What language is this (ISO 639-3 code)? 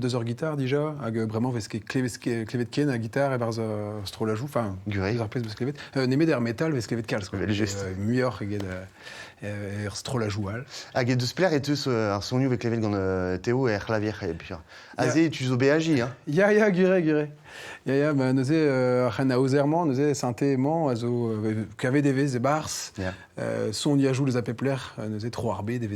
bre